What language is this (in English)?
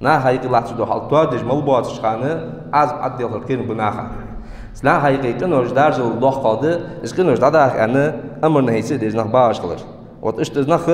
Ingush